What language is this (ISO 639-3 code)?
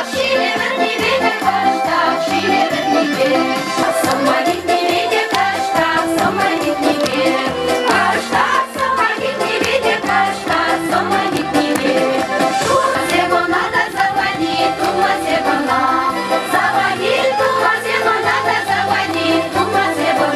chv